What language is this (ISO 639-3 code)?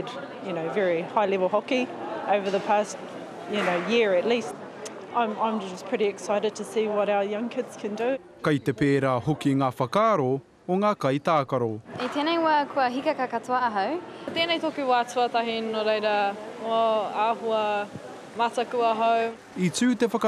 mri